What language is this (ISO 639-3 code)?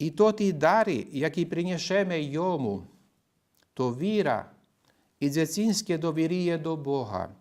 rue